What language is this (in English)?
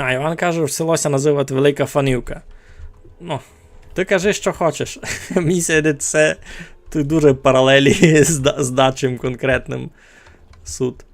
Rusyn